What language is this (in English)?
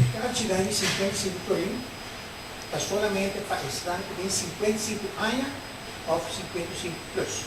Papiamento